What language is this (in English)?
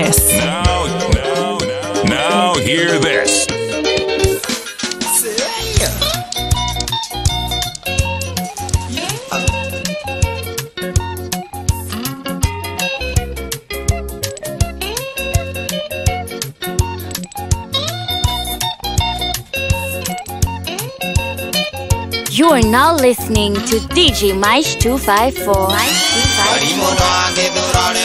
Kikuyu